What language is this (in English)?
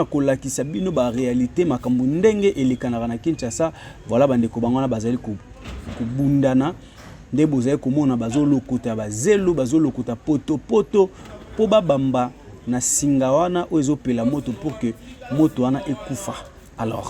Lingala